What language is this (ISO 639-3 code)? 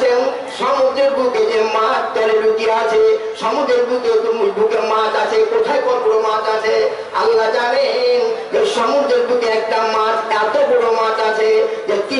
ben